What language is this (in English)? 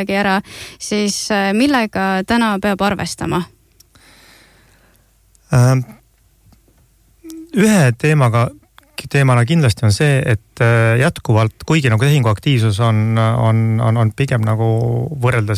Estonian